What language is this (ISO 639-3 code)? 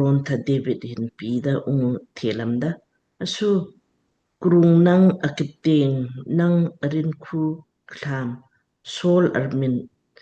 lmk